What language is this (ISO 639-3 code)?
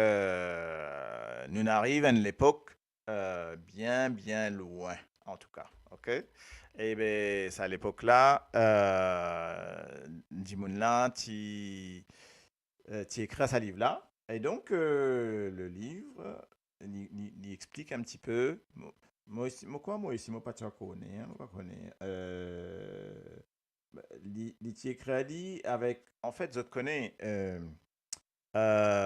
mfe